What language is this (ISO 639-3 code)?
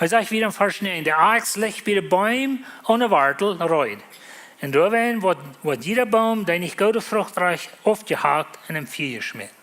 pdt